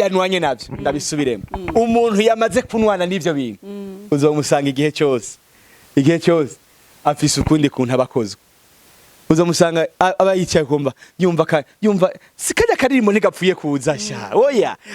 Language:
Rundi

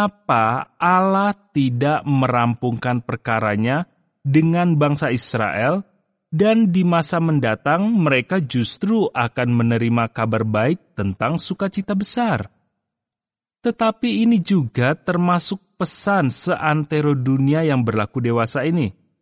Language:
Indonesian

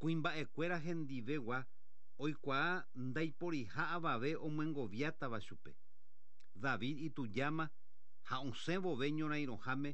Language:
Guarani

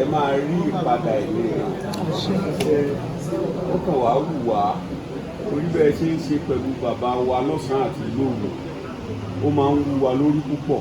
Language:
Yoruba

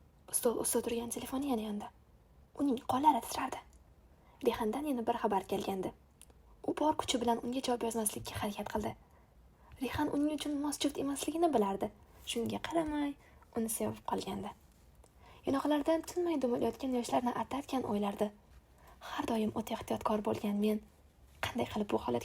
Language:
Uzbek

